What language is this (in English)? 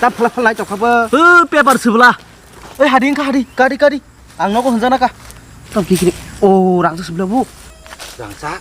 Kok Borok